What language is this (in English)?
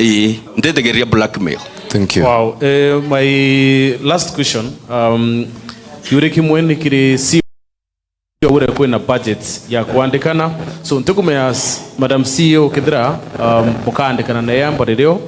Meru